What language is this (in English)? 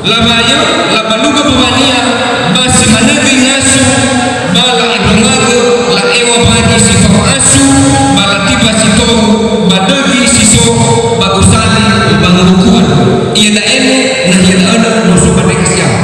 Nias